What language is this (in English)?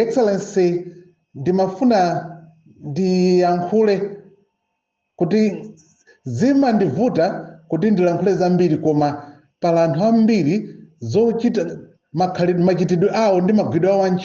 Nyanja